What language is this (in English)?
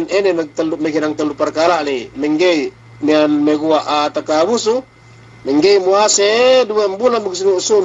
Yakan